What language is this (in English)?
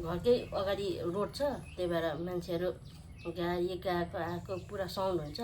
Nepali